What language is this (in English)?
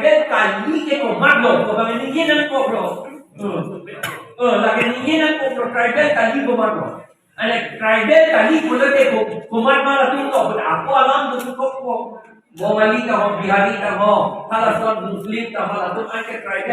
Karbi